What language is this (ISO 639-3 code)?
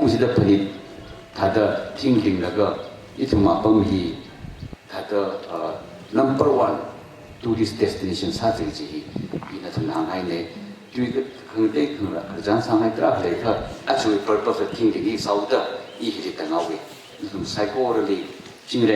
nmf